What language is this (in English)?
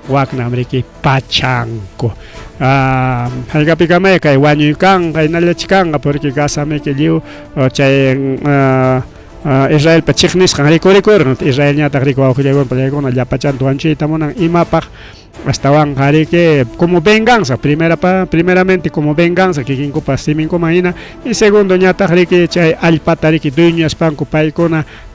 Ayacucho Quechua